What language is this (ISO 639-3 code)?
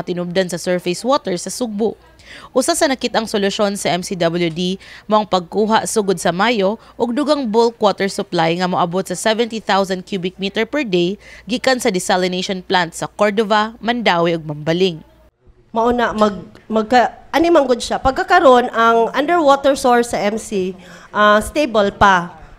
ceb